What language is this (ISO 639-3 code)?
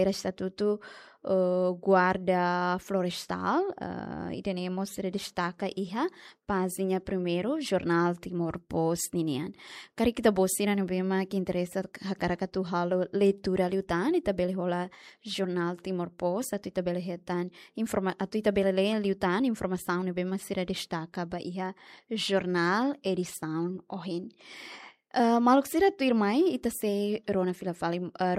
tet